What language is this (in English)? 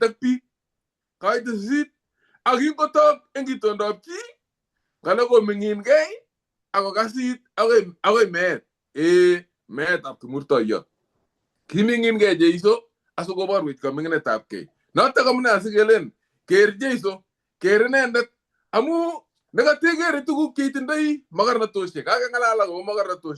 Kalenjin